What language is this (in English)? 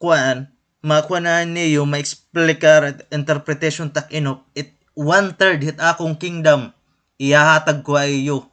Waray